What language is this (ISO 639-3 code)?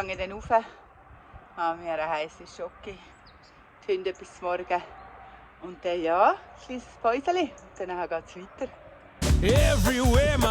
gsw